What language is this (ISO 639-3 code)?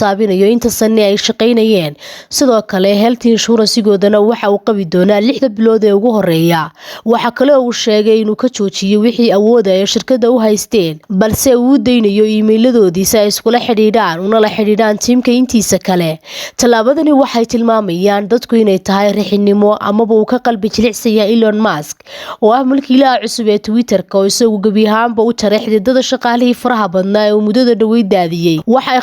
som